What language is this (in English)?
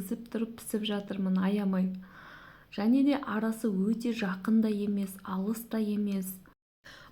Kazakh